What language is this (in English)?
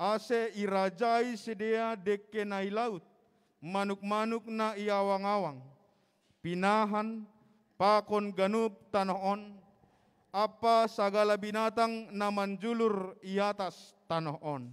Batak Simalungun